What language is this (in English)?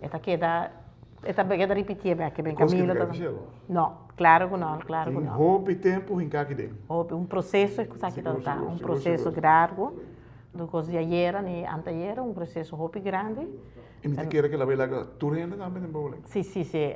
Papiamento